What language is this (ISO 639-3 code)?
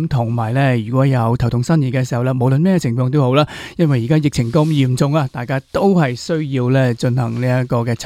yue